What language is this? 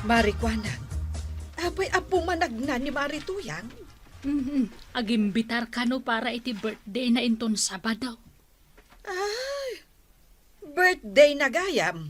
Iloko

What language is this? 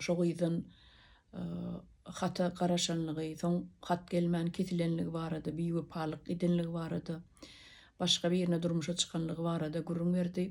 Turkmen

